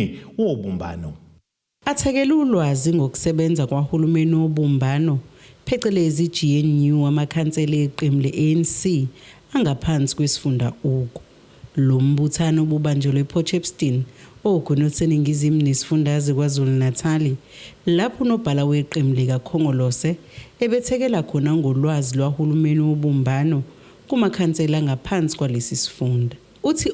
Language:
Zulu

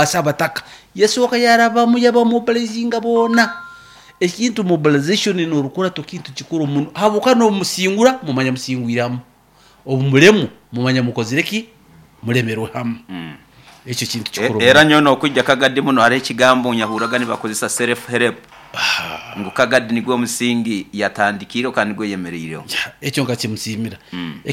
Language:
Nyoro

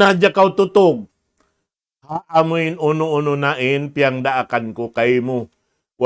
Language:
Tausug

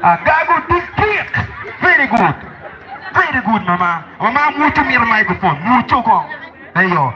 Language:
Acoli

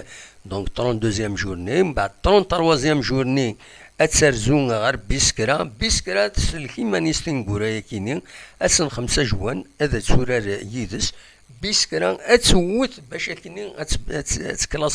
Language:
Kabyle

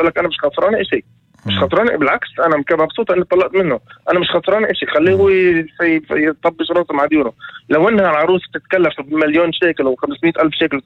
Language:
North Levantine Arabic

